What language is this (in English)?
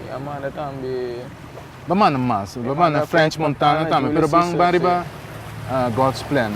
Papiamento